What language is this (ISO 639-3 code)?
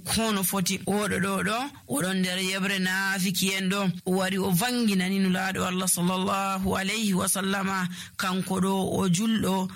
fuv